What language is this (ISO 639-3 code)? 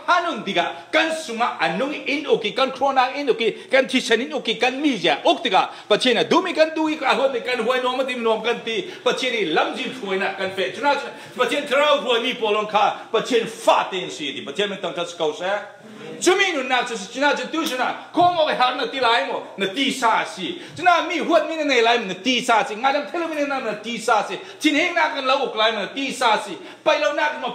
cfm